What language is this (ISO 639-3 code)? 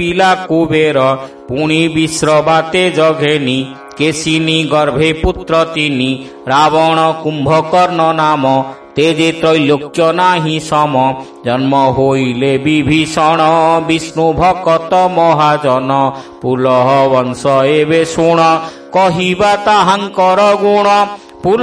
ori